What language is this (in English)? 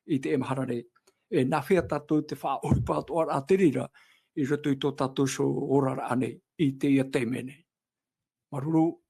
Tahitian